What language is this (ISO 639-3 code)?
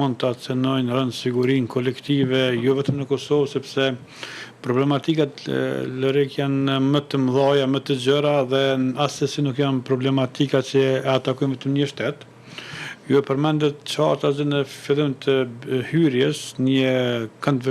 sqi